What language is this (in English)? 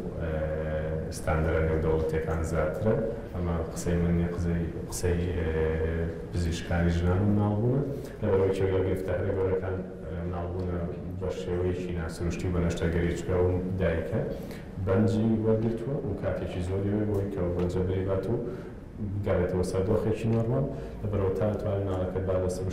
Central Kurdish